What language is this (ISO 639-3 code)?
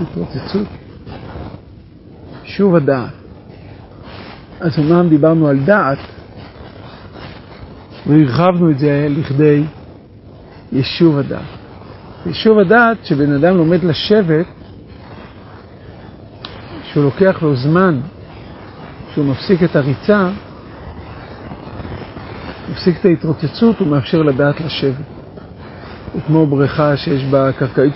heb